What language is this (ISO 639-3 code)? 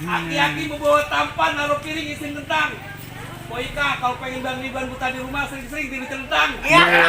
bew